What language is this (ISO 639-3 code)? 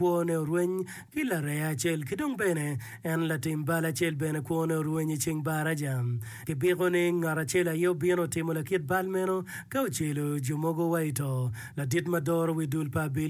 ach